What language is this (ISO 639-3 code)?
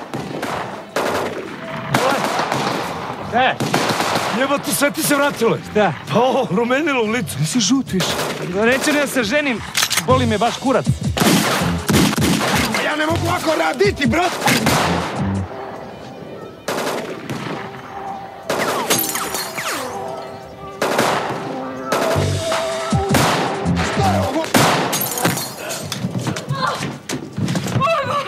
srp